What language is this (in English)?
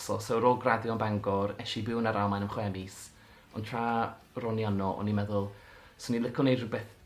Welsh